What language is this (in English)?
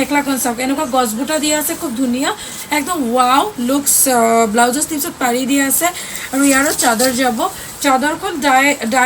Assamese